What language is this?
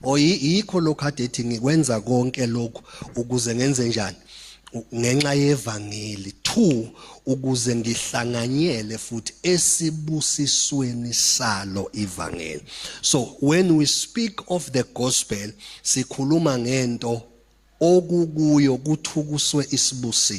Zulu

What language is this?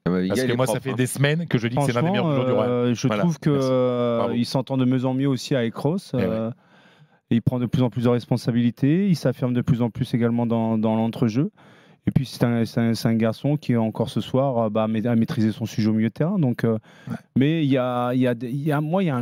French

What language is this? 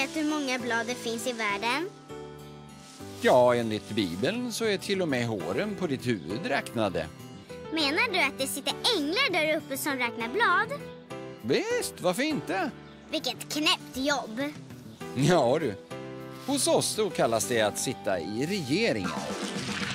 Swedish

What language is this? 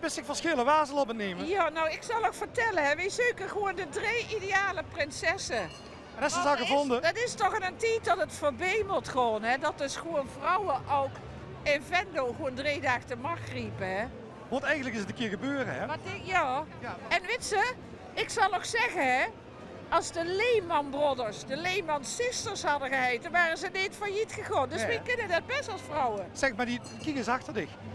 Limburgish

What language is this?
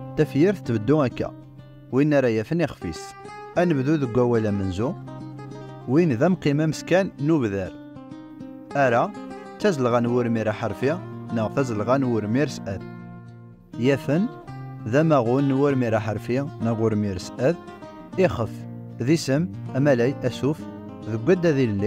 Kabyle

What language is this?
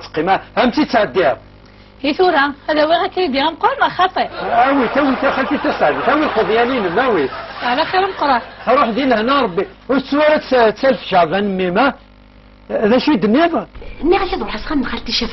Kabyle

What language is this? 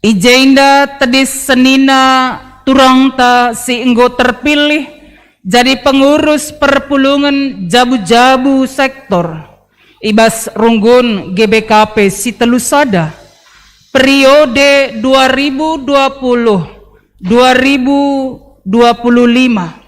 Batak Karo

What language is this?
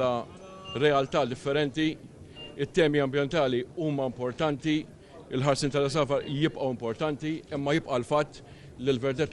Maltese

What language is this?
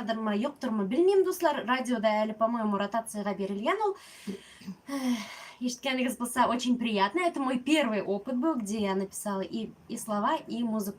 Tatar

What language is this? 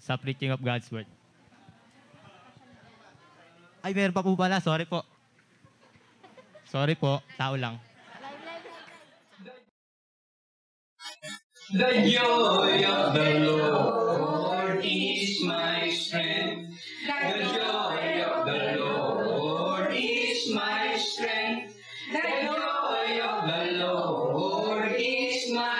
Filipino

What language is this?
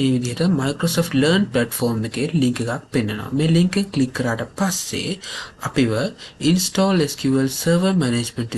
Sinhala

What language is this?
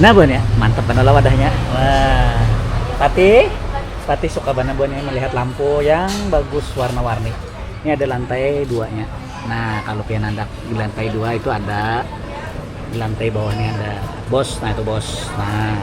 Banjar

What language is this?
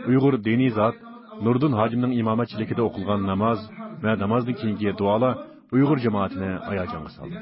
Uyghur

